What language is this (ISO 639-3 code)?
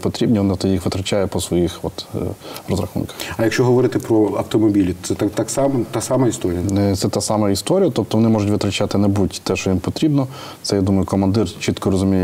ukr